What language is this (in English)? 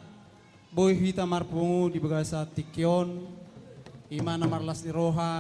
Batak Toba